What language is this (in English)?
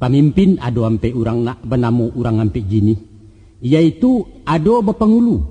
Minangkabau